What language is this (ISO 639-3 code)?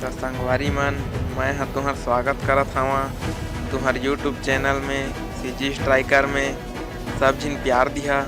hne